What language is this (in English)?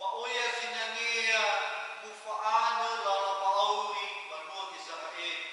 Nias